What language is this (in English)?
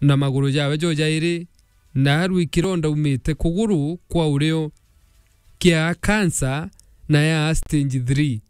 Meru